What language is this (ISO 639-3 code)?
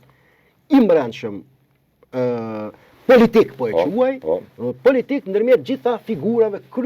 sqi